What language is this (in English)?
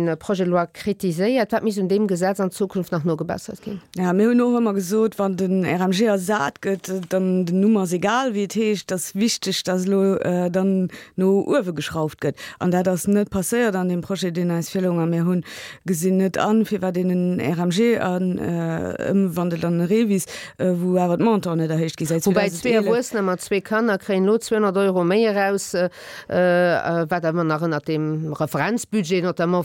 Luxembourgish